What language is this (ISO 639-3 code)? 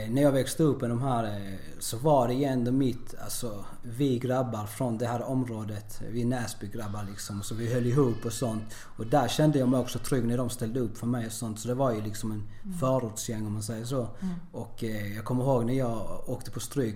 swe